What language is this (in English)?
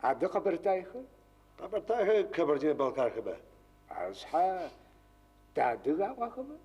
Adyghe